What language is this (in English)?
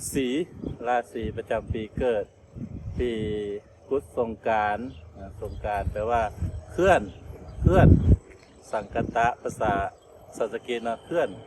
Lao